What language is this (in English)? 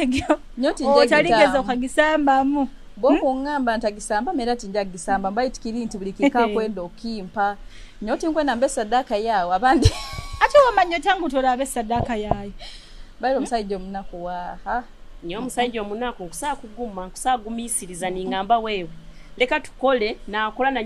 Nyoro